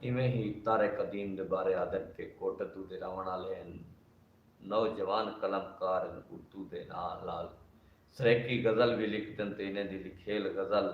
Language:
Saraiki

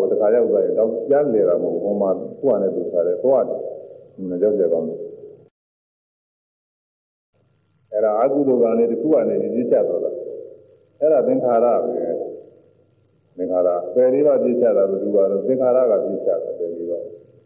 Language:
Burmese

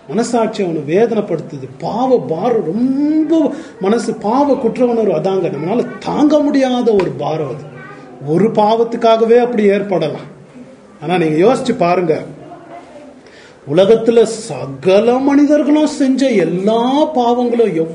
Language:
Tamil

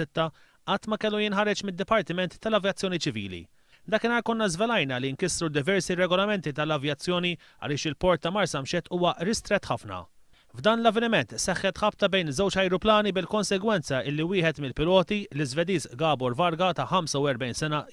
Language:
Maltese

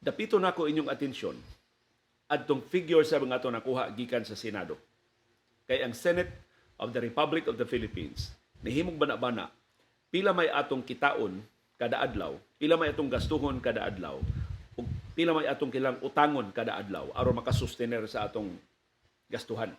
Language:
Cebuano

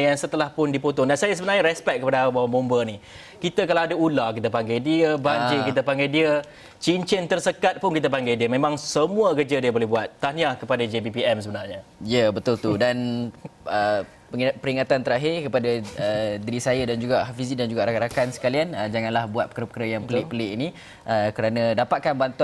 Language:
Malay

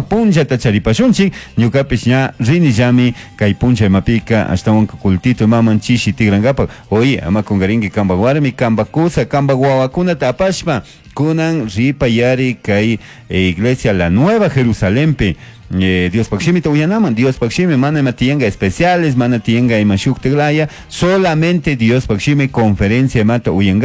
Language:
Chimborazo Highland Quichua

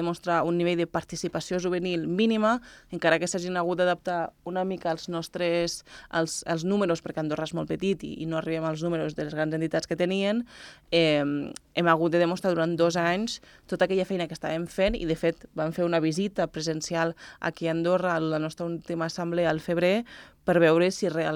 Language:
Catalan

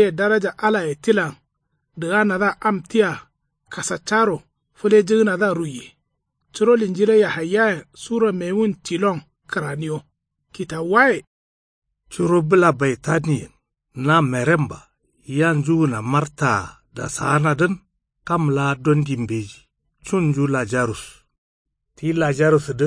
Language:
Kanuri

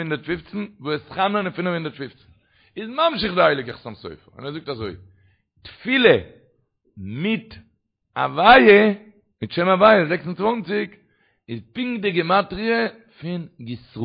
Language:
Yiddish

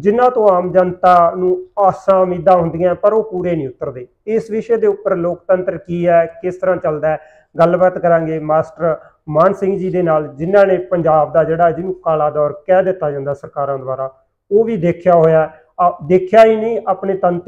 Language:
Punjabi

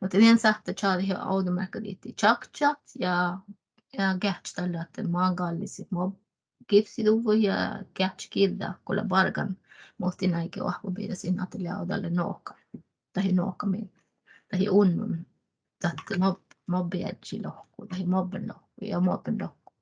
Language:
Northern Sami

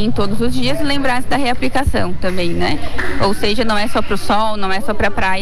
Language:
Portuguese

